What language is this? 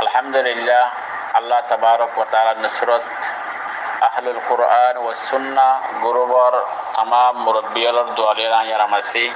Rohingya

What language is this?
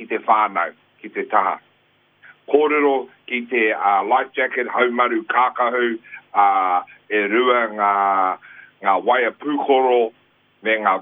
Māori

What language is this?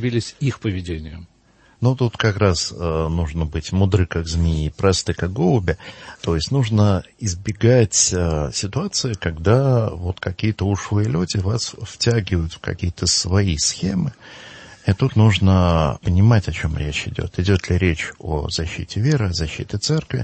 Russian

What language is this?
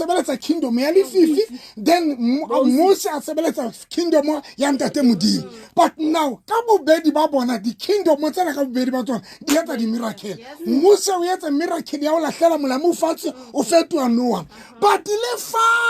Southern Sotho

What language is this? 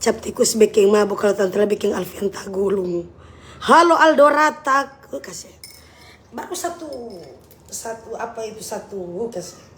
Manado Malay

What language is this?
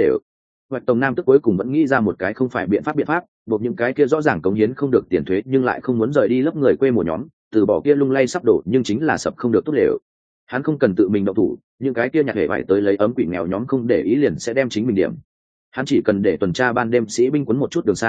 Vietnamese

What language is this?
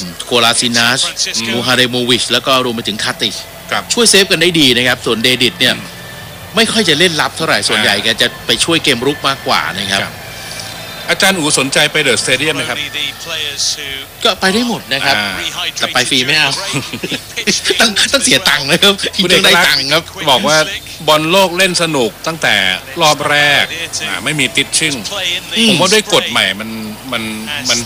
Thai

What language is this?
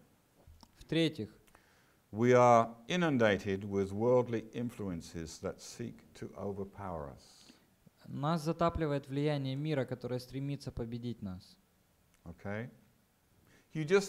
Russian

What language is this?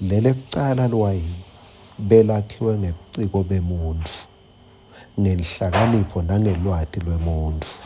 Swati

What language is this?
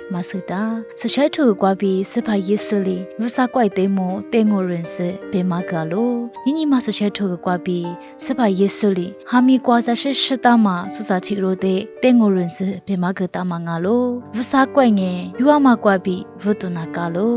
Lisu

